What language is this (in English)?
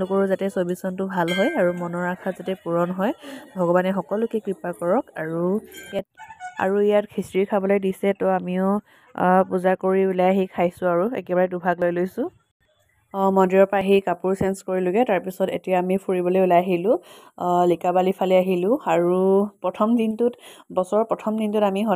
Assamese